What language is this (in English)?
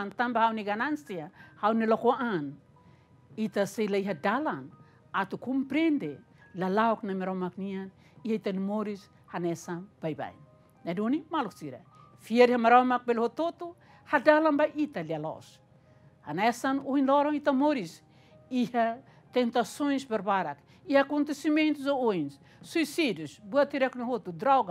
Tetum